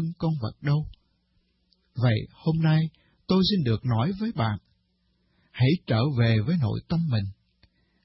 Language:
Vietnamese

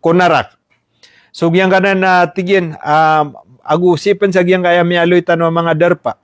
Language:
Maranao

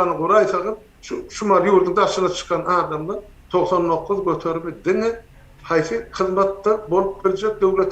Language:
Turkmen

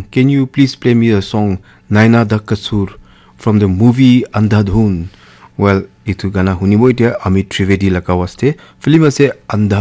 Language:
Naga Pidgin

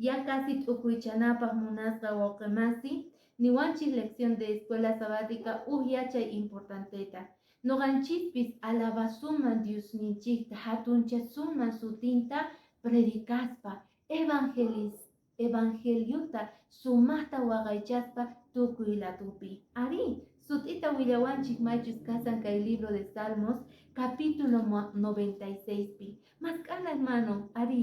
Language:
Quechua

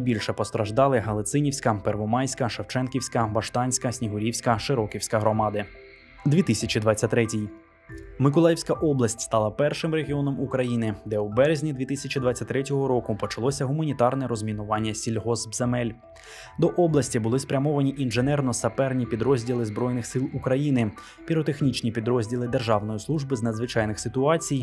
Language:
Ukrainian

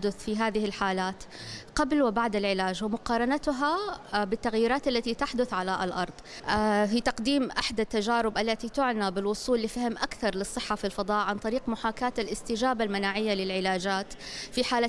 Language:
Arabic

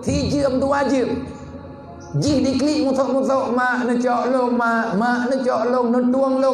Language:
Achinese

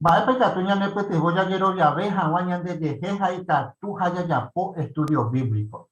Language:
Guarani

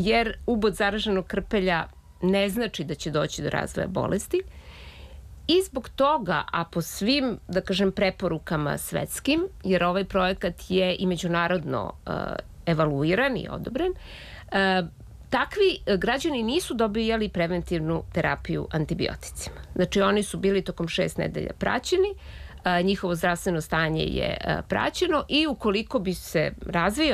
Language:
Serbian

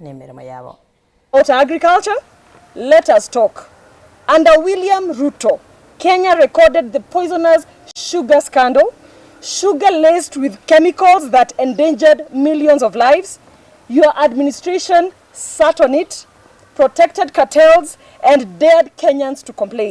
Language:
Gusii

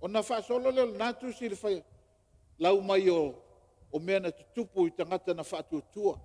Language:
Samoan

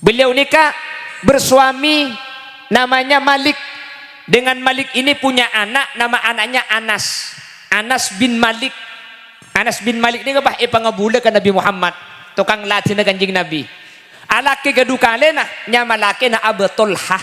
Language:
Madurese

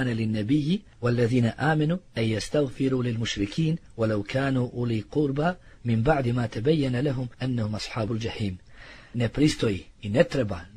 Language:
Bosnian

